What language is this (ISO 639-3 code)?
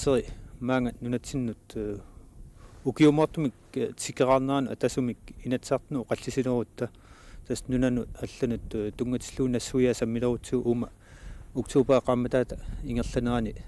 kal